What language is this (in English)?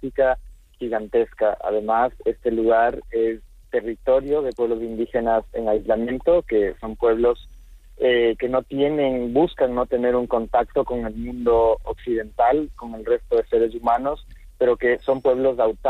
Spanish